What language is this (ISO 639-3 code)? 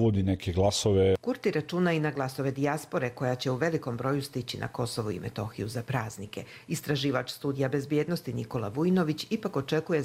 hrv